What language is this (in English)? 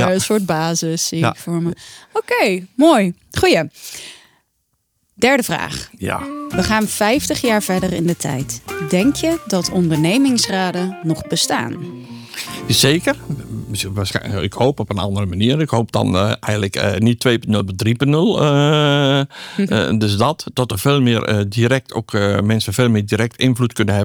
Dutch